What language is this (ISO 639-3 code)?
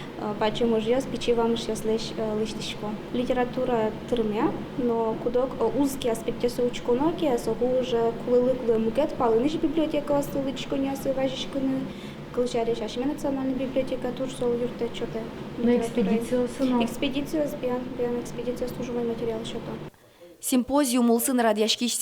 udm